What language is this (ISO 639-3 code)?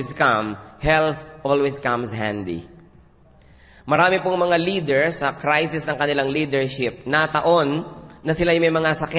fil